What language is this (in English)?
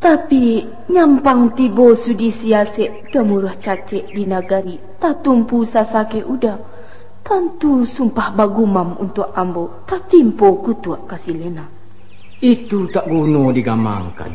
Minangkabau